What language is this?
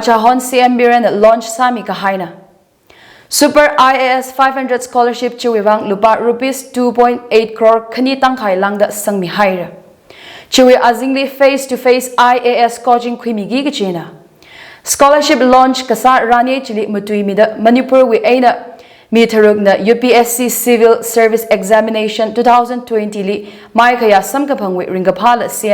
Tangkhul Naga (India)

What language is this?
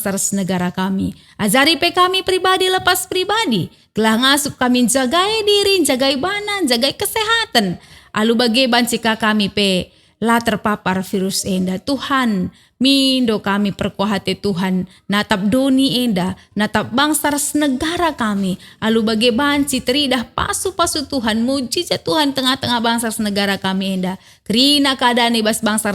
Batak Karo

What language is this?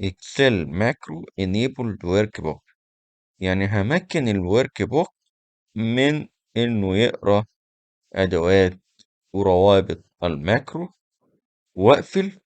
Egyptian Arabic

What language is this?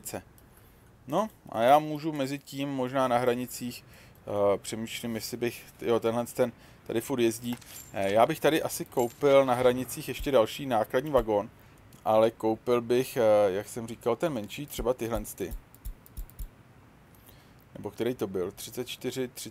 Czech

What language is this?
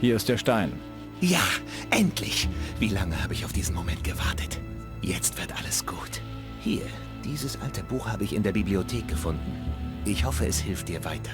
Bavarian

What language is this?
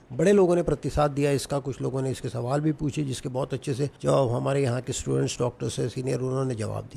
Hindi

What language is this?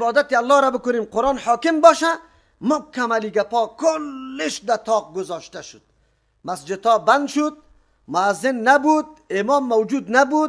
Persian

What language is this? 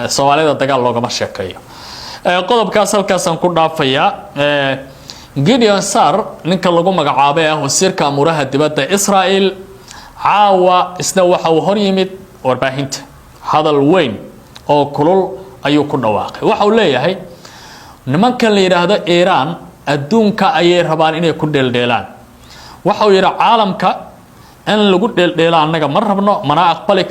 Somali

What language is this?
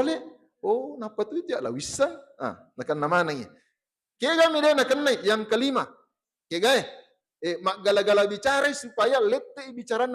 Buginese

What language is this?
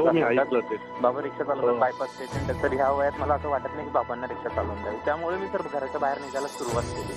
Marathi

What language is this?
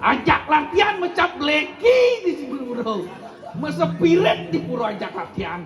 Balinese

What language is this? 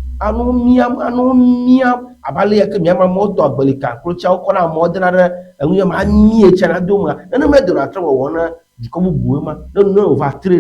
Ewe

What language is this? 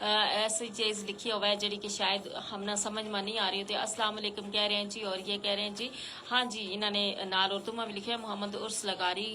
Gujari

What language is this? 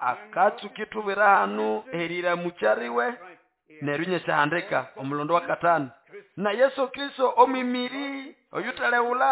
Nande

